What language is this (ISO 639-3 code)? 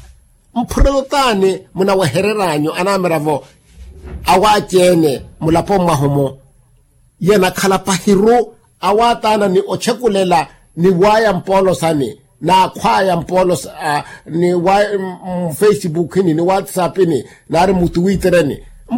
vmw